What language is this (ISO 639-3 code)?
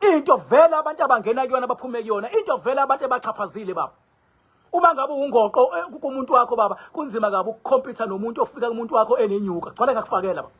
zul